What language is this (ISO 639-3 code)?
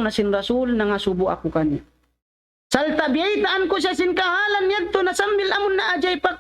tsg